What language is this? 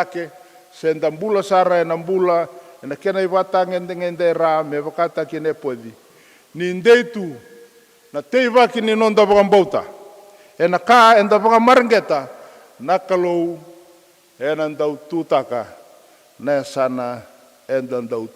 Fijian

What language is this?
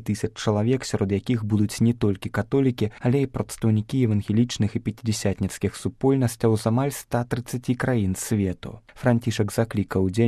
Belarusian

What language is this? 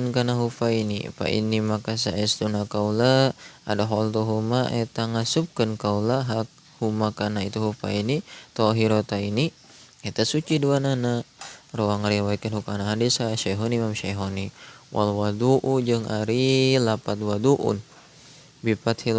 Sundanese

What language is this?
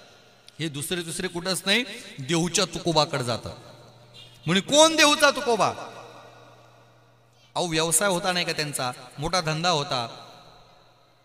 Marathi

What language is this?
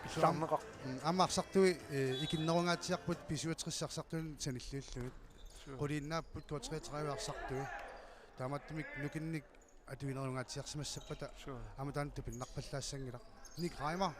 Kalaallisut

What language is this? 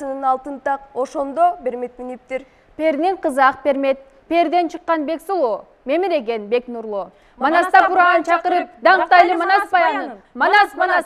Kyrgyz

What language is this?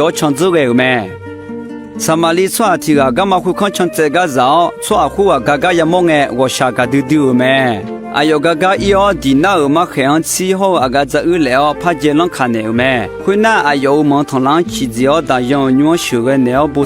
Akha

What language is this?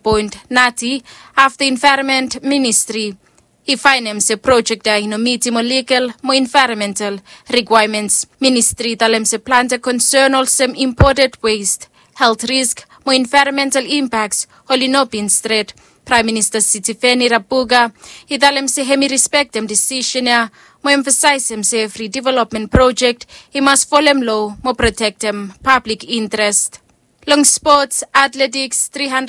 Bislama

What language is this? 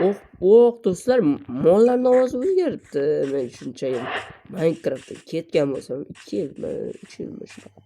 Uzbek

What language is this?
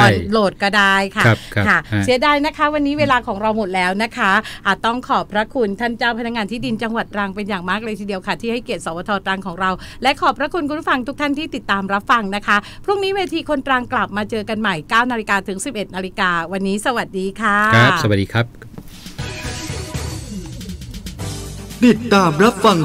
Thai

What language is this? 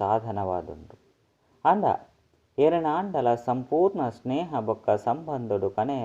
Tulu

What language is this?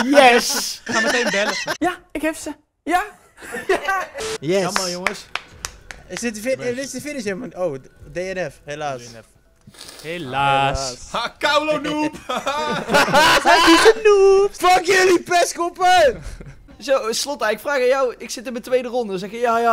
Dutch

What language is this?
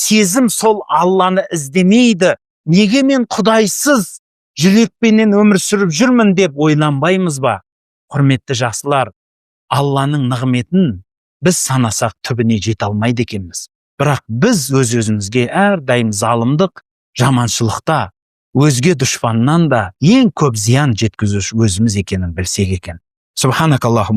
Kazakh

